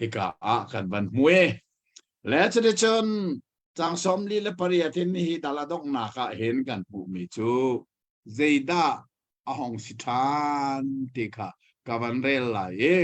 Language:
Hakha Chin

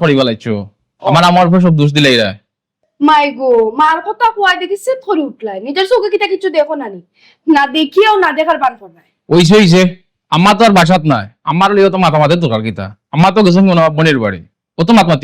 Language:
Sylheti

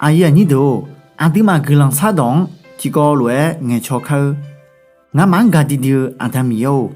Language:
Akha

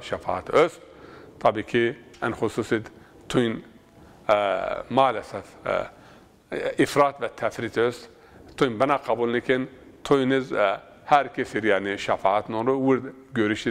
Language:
Zaza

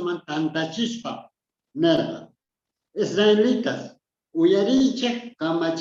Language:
South Bolivian Quechua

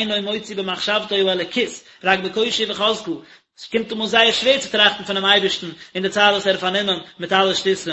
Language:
Yiddish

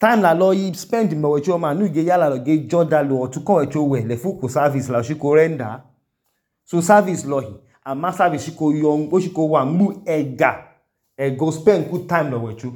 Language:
Idoma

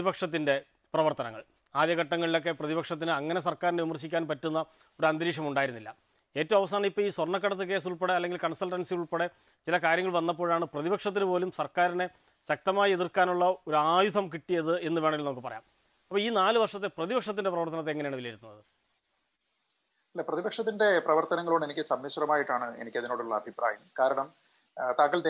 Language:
Malayalam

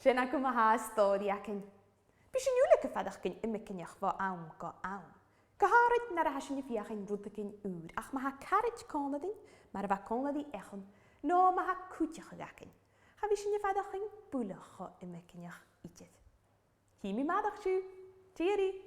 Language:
Scottish Gaelic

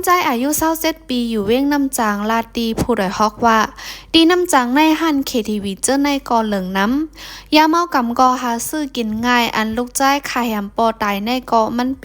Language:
Shan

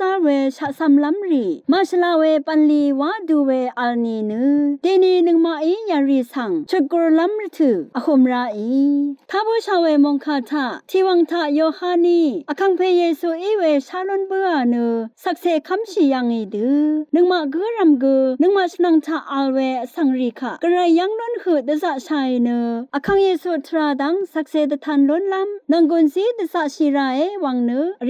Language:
Rawang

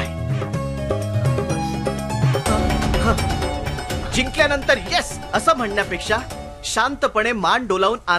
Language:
Marathi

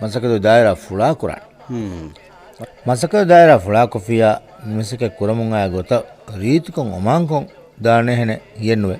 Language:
Divehi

